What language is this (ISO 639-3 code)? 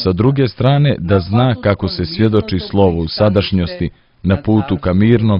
srp